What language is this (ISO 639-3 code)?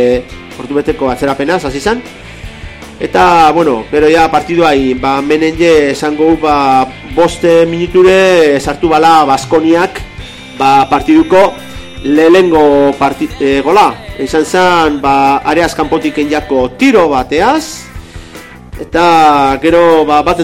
eus